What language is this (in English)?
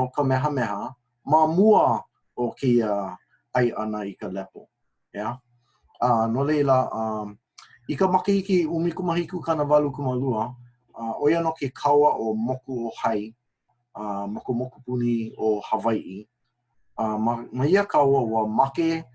Hawaiian